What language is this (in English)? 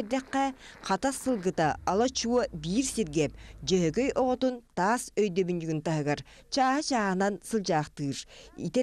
Yakut